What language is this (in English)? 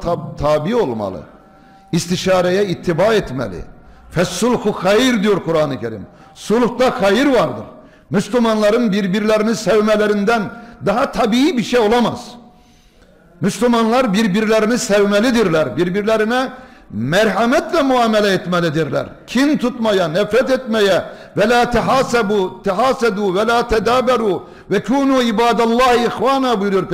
Turkish